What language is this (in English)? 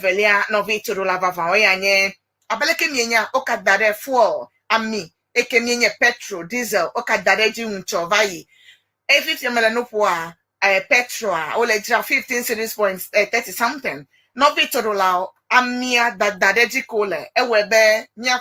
Ewe